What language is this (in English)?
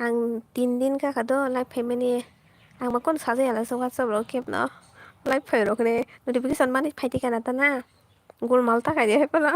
Kok Borok